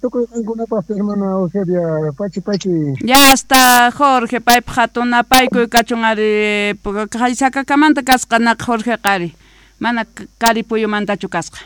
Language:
South Bolivian Quechua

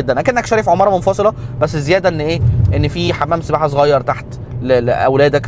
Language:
Egyptian Arabic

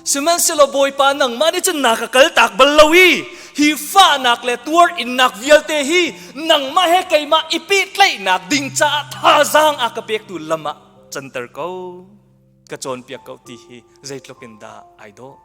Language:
Hakha Chin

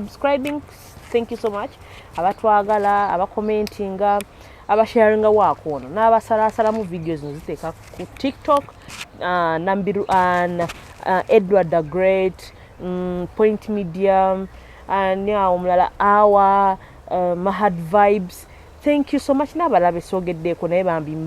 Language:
Ganda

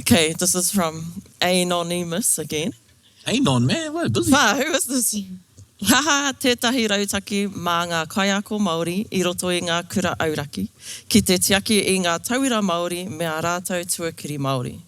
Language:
Māori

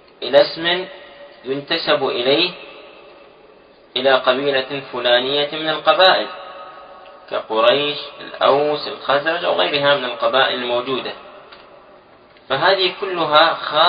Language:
Arabic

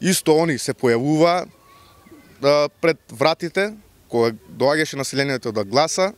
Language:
Macedonian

